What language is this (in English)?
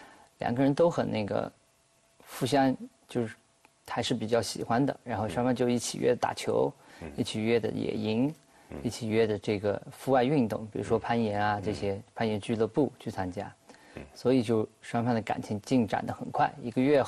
Chinese